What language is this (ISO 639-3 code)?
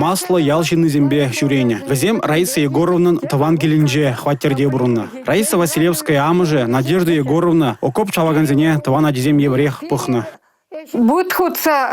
chv